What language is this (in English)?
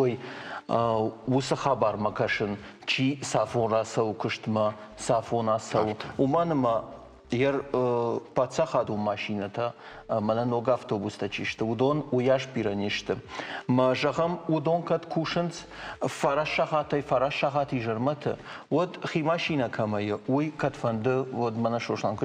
Ossetic